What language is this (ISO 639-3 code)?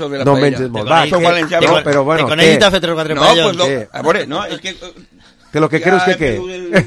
cat